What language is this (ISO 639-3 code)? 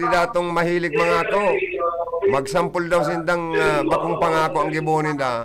bik